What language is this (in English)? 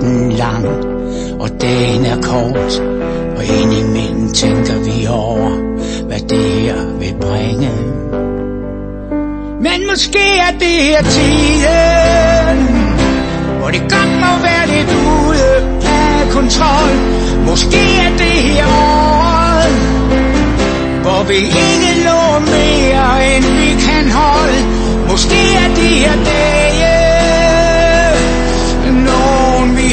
Danish